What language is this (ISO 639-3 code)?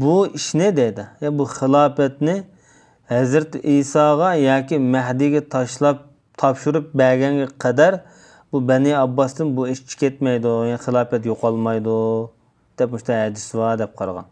uig